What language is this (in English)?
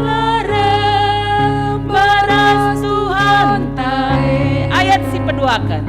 Batak Karo